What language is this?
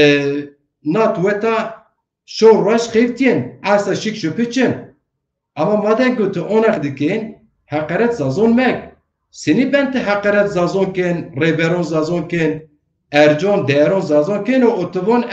Zaza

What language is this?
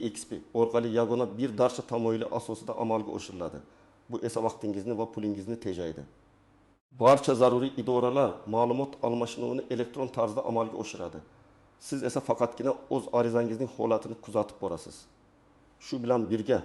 Uzbek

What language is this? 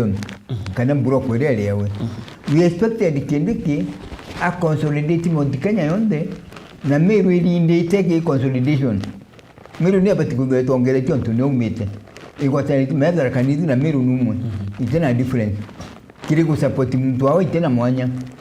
Meru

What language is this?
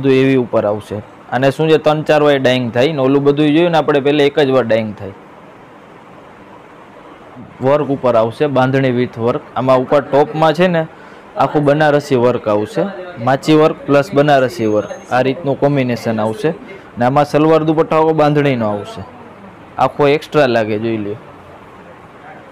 Gujarati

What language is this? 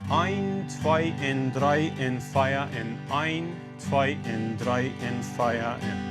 Plautdietsch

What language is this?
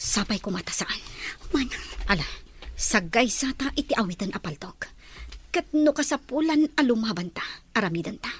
Iloko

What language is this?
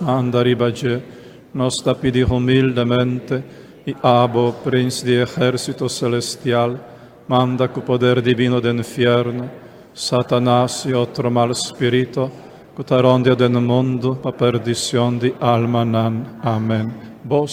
Papiamento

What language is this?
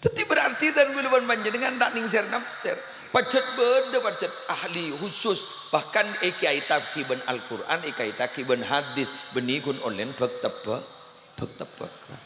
Madurese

